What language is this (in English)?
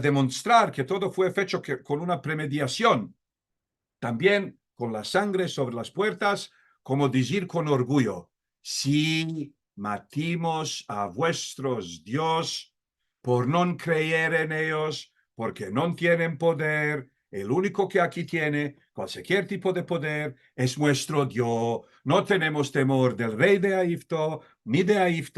Ladino